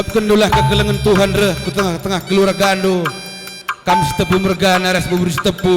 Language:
Batak Karo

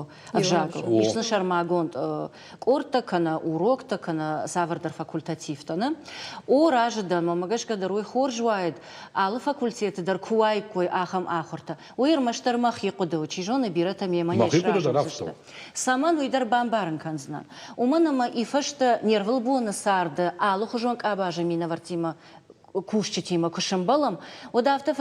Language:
Ossetic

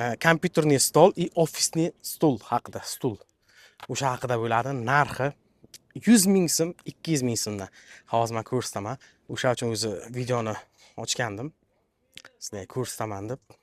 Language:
Uzbek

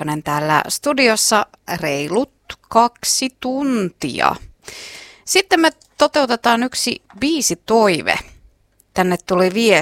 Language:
Finnish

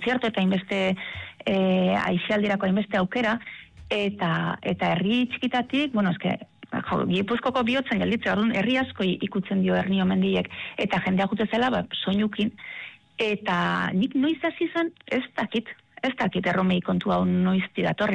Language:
Basque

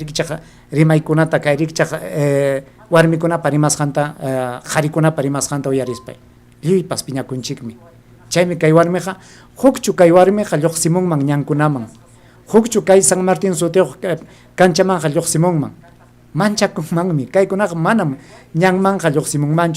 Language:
Ayacucho Quechua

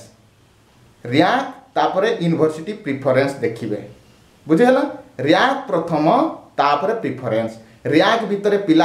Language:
Odia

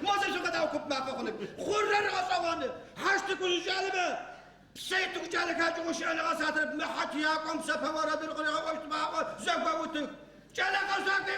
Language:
Adyghe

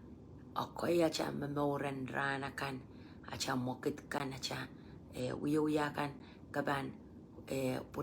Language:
Pohnpeian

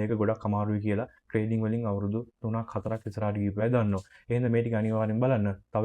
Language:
Sinhala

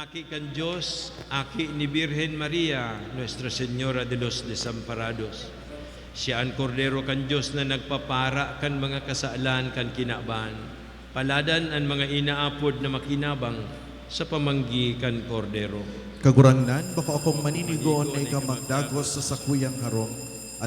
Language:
Bikol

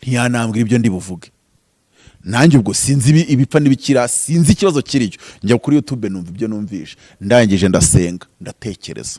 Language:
Kinyarwanda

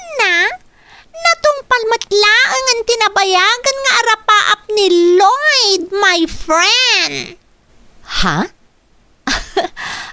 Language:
Iloko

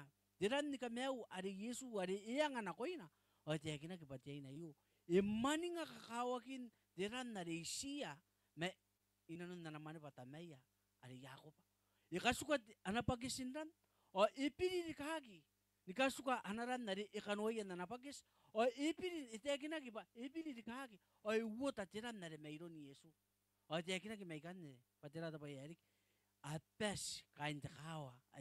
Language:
Gilbertese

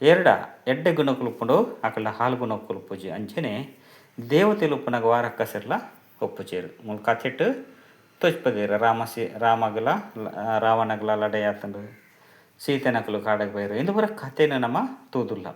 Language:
Tulu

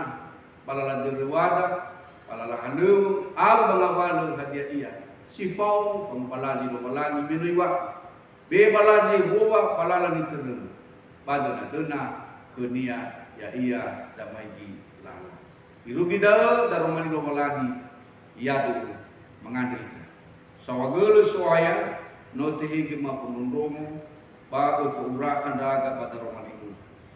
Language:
Nias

